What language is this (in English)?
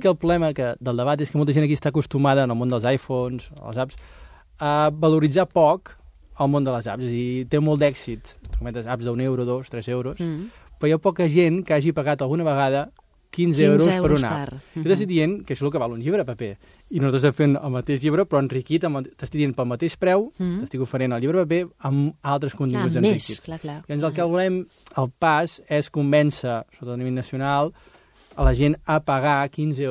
Catalan